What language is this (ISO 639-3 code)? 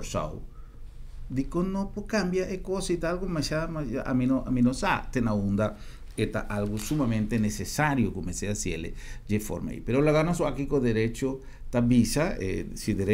pap